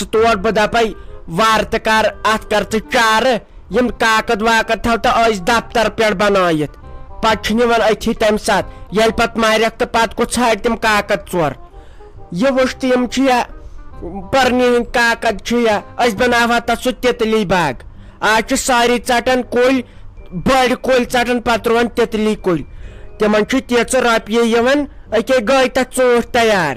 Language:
Kashmiri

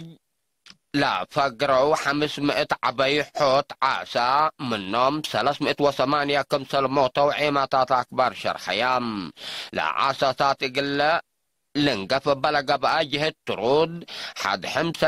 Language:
Tigre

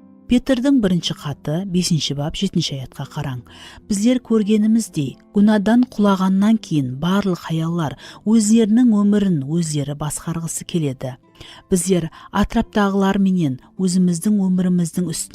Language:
Kara-Kalpak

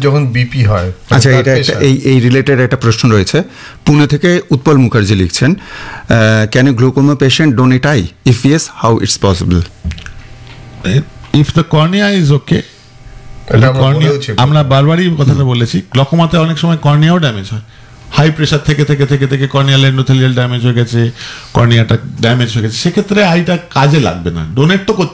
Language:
Bangla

